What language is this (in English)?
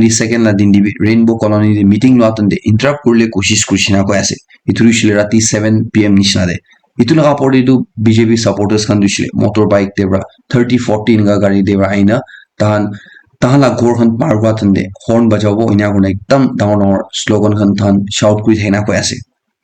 Naga Pidgin